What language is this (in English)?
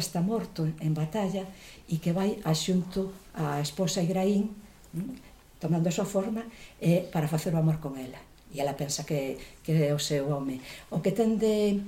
Galician